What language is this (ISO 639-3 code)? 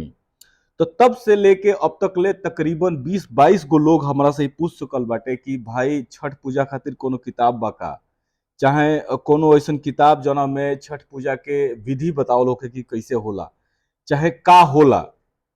bho